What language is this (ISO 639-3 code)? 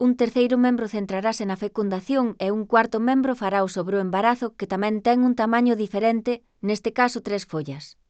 glg